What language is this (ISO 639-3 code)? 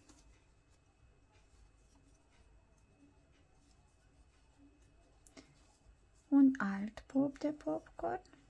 ron